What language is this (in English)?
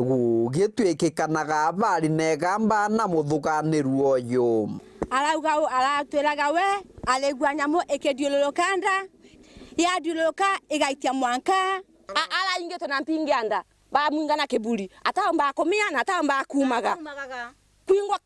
Meru